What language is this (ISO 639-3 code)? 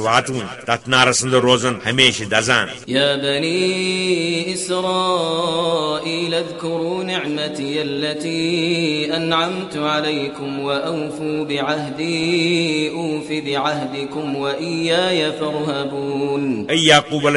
kas